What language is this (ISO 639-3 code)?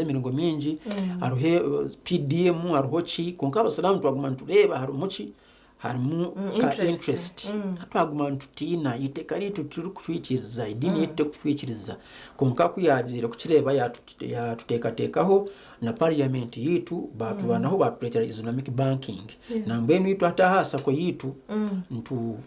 nyn